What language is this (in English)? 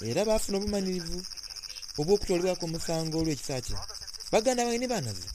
Soga